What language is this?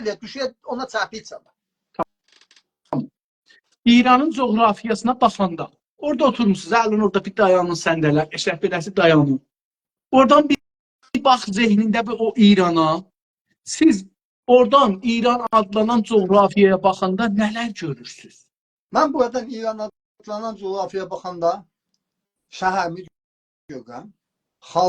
South Azerbaijani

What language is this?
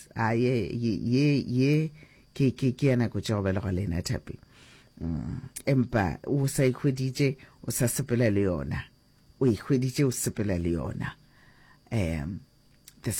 Northern Sotho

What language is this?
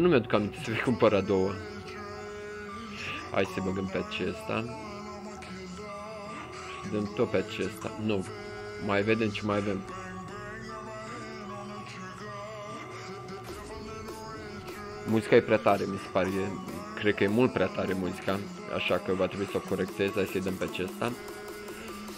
Romanian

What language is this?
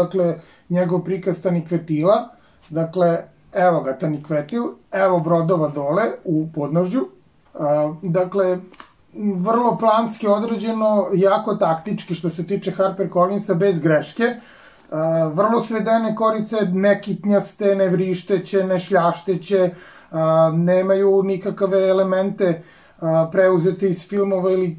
Serbian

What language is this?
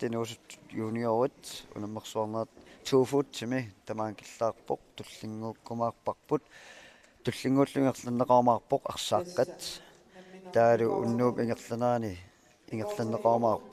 Kalaallisut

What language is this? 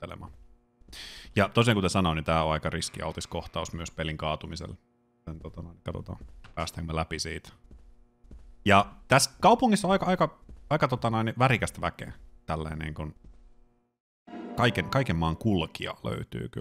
Finnish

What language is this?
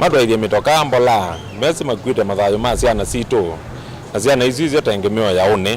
Kamba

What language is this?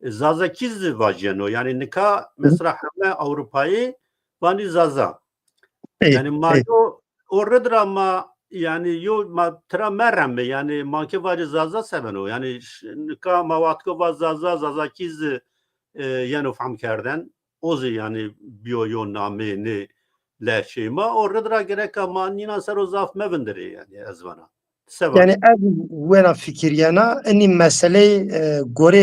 Zaza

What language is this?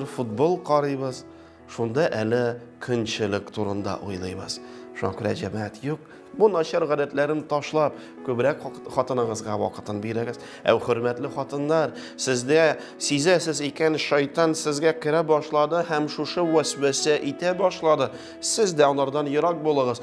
Tatar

